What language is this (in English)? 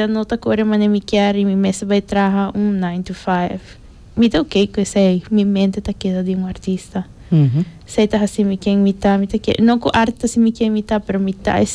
Papiamento